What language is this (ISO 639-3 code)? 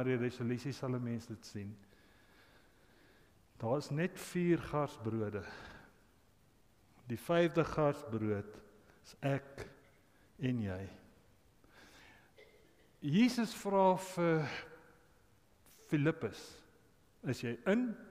afr